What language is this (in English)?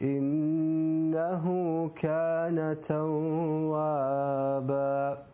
Crimean Tatar